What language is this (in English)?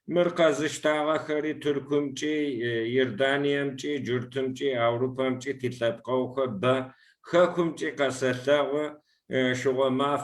Kabardian